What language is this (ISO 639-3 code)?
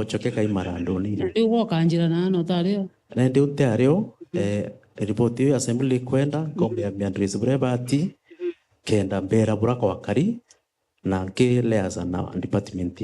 mer